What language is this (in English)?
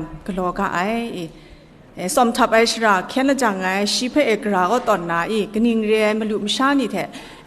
Kachin